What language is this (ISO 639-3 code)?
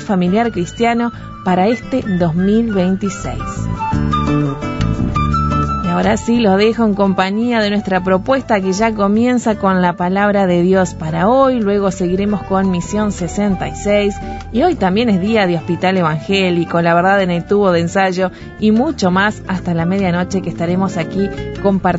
spa